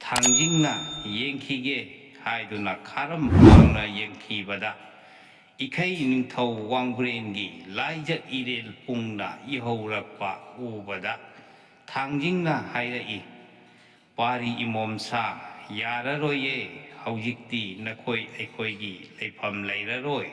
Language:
Manipuri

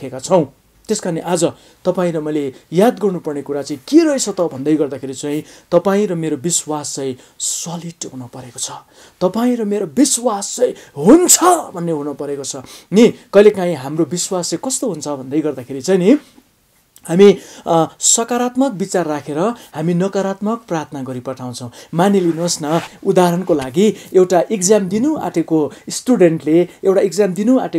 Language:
Nepali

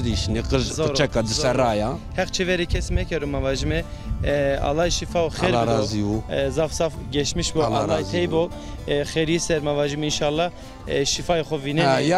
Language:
Zaza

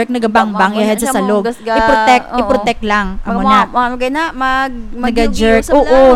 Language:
Hiligaynon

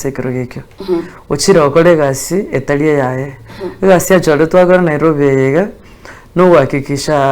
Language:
Gusii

